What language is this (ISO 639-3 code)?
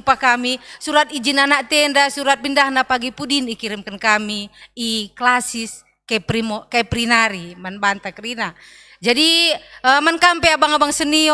btx